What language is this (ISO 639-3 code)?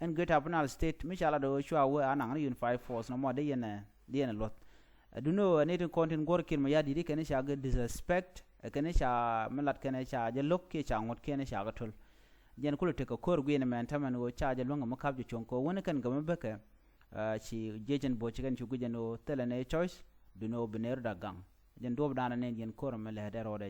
nus